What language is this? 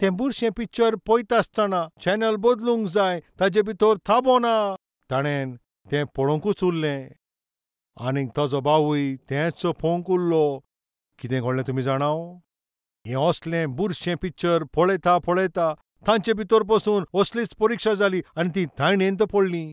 Konkani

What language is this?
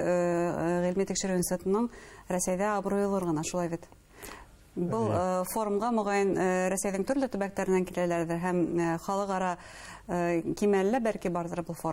Bashkir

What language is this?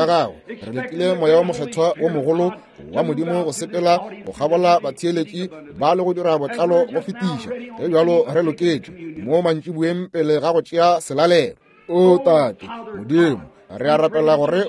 Northern Sotho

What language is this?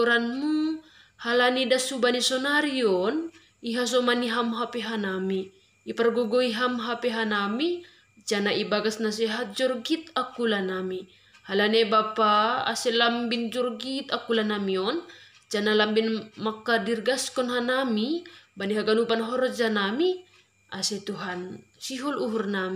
Batak Simalungun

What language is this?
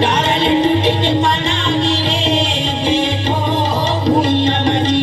Chhattisgarhi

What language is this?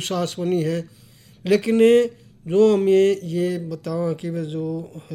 Hindi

